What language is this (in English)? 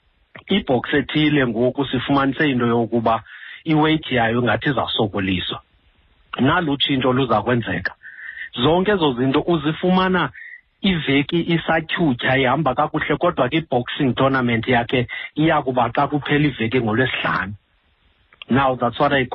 Xhosa